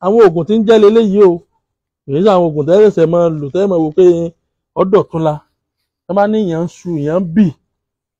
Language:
Yoruba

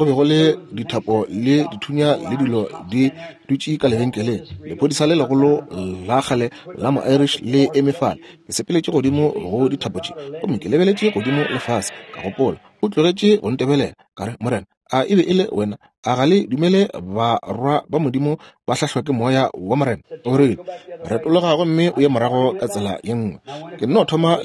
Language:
Northern Sotho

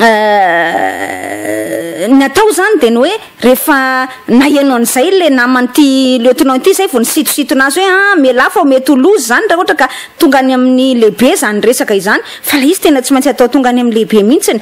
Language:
Malagasy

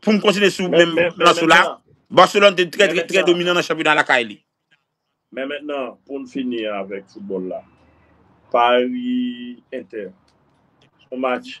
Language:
Haitian Creole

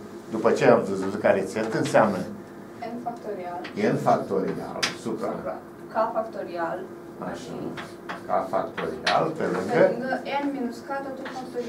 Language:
Romanian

